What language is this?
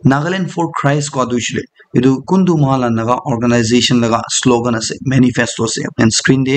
Naga Pidgin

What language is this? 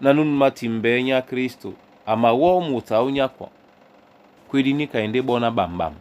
Duala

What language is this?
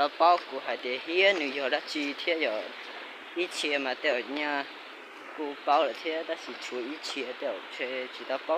Hmong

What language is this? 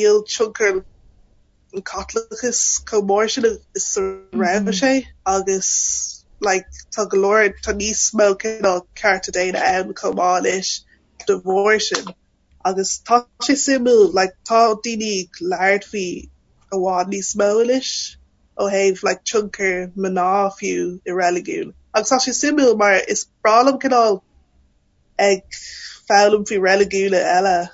Irish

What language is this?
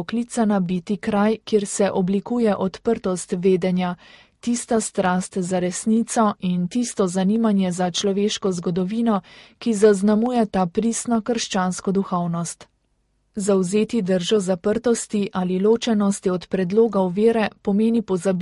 Slovenian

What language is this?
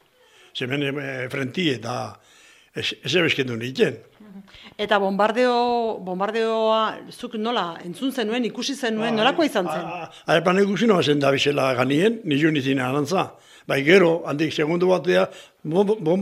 Basque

